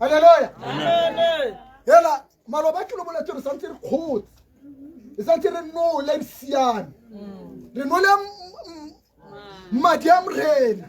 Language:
Tswana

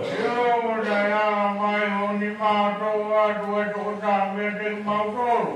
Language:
Tongan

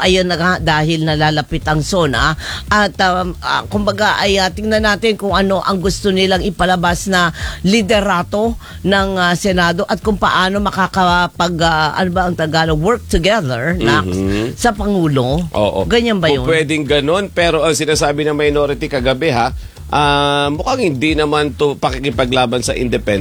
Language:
Filipino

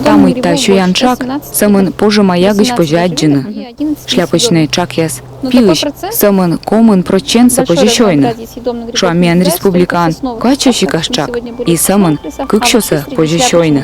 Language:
Komi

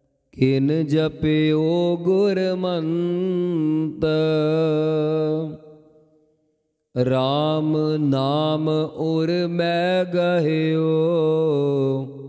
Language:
Punjabi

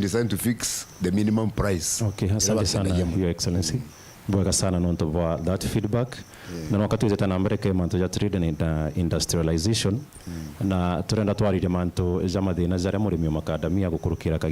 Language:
Meru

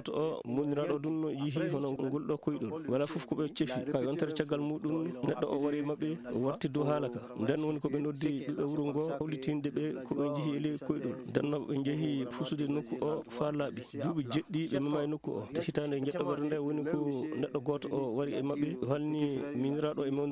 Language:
Fula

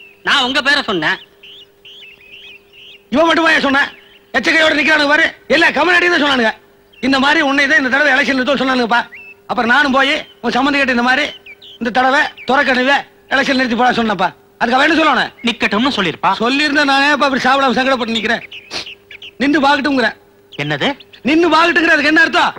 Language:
Tamil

